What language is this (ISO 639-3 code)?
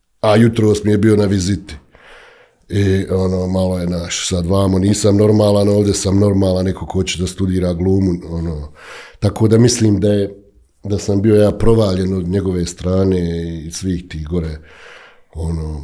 bos